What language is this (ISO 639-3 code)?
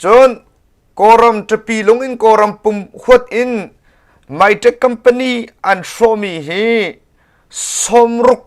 cnh